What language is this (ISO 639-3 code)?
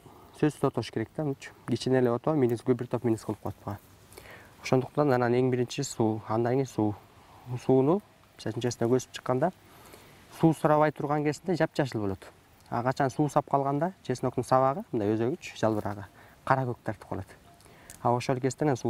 kir